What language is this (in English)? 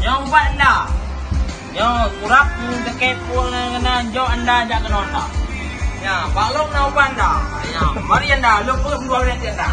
Achinese